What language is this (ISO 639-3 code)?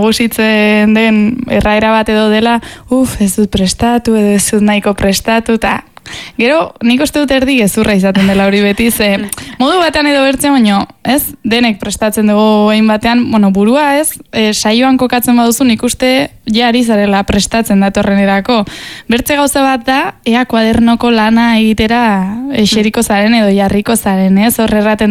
eus